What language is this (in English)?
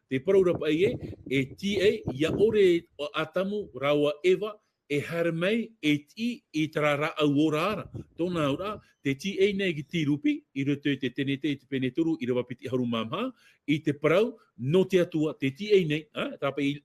Tahitian